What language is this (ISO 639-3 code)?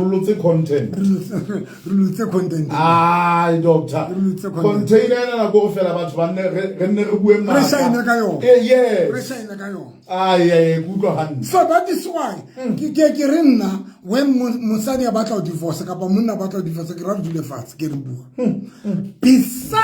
sot